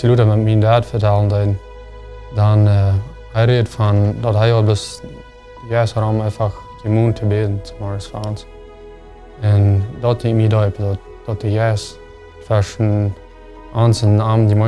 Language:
Plautdietsch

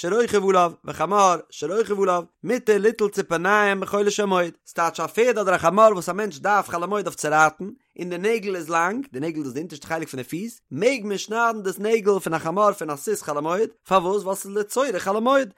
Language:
Yiddish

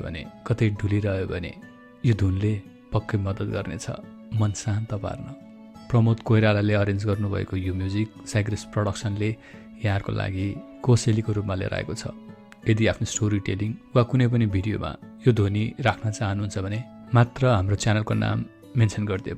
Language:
Nepali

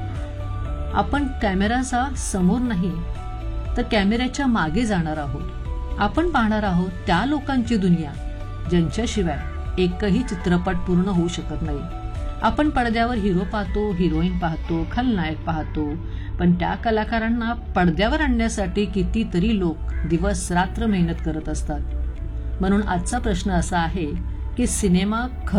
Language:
Marathi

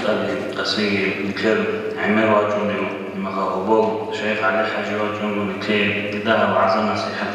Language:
Avaric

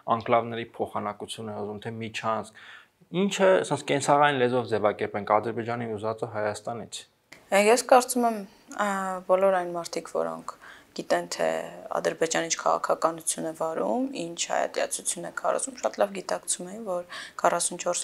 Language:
Armenian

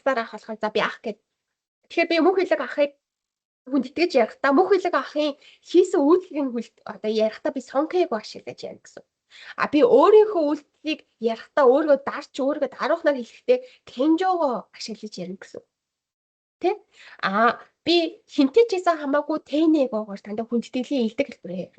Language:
Mongolian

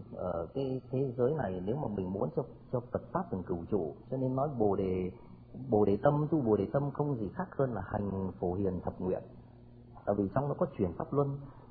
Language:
Vietnamese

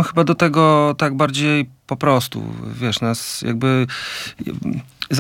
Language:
Polish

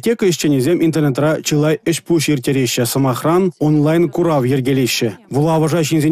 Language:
Chuvash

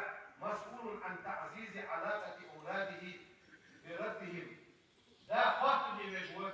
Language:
Ingush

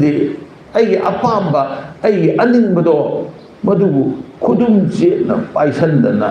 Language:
Manipuri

